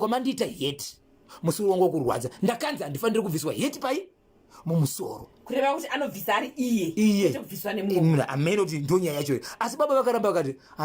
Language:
Shona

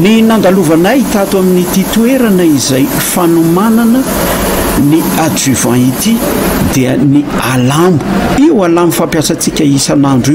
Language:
Malagasy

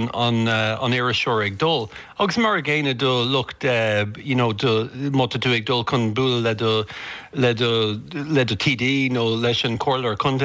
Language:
Irish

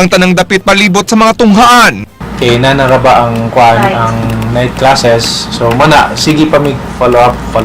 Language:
Cebuano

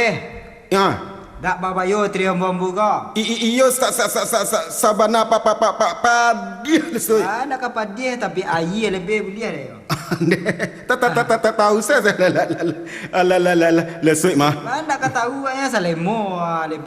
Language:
Minangkabau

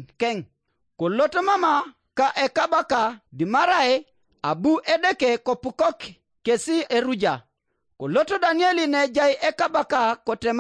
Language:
Teso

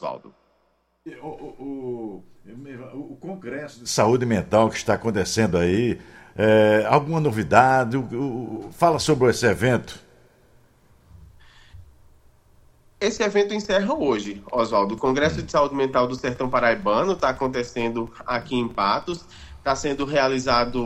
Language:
Portuguese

